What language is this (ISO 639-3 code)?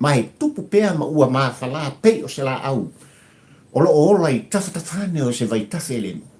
smo